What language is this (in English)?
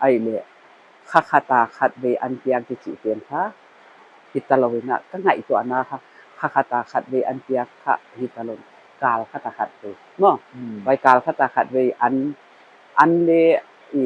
Paite Chin